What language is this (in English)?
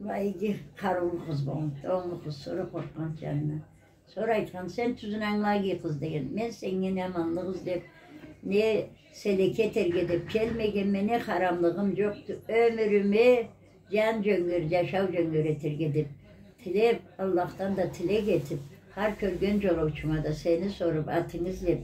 Karachay-Balkar